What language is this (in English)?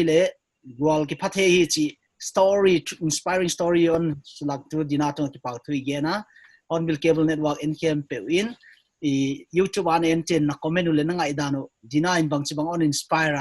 Paite Chin